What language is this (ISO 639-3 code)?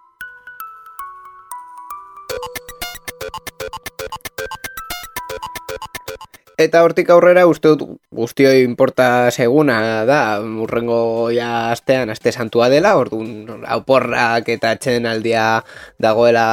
eus